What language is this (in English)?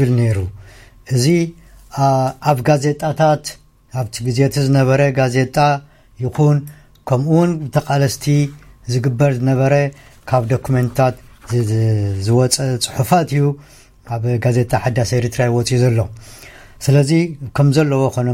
Tigrinya